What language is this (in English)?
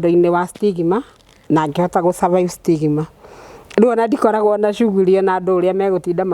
Kikuyu